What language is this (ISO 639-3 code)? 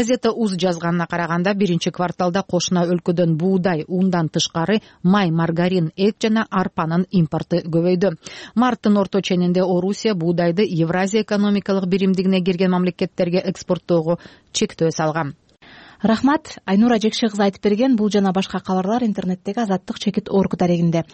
kir